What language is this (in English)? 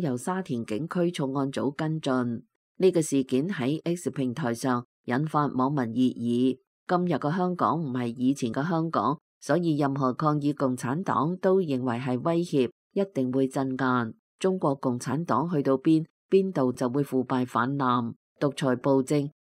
Cantonese